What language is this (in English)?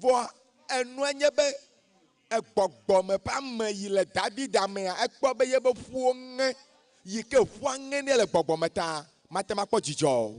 Ewe